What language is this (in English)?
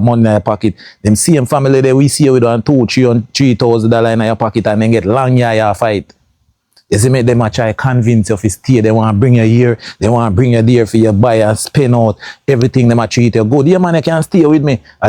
Jamaican Creole English